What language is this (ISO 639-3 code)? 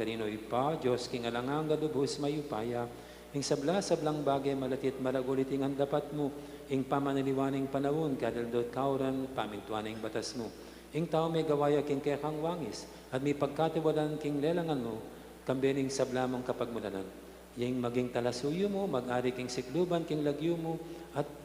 pam